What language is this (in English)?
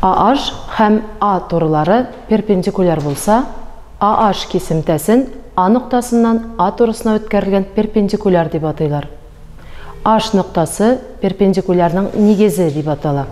Tatar